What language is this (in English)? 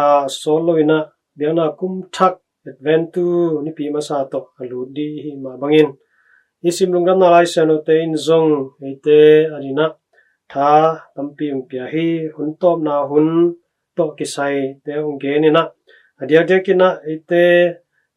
Tedim Chin